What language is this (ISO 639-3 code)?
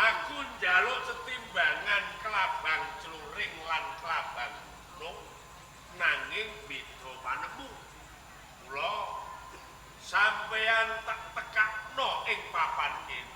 jav